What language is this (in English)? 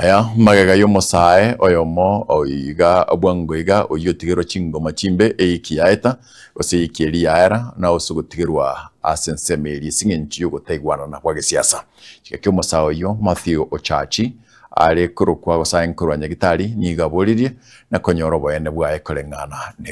Gusii